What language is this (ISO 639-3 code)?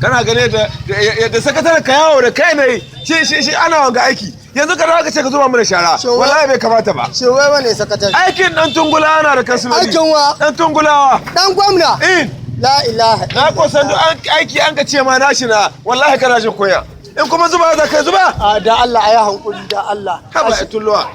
hau